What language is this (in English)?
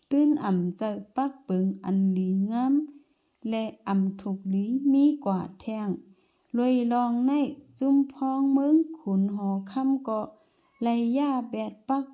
Shan